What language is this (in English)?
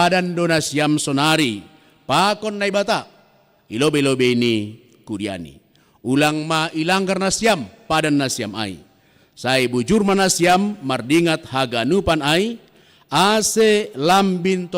Batak Simalungun